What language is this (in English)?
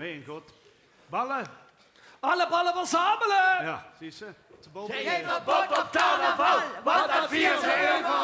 Limburgish